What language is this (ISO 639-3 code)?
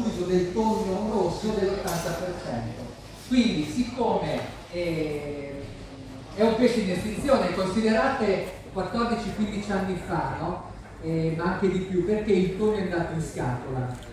ita